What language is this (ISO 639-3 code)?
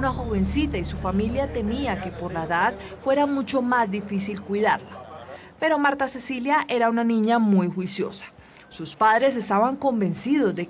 spa